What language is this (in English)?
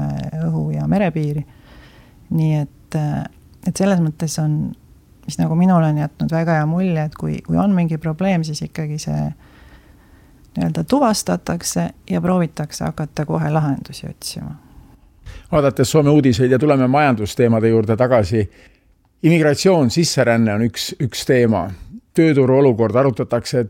Estonian